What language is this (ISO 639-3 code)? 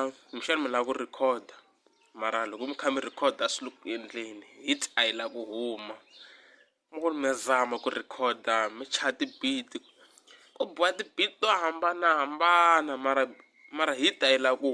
tso